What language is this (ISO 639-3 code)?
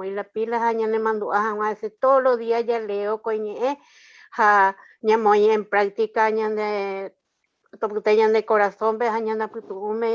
grn